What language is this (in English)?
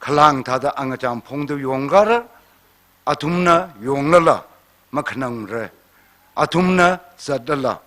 Tangkhul Naga (India)